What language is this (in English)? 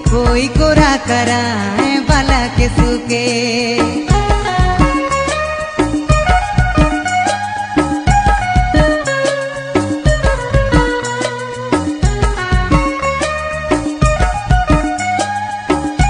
Sadri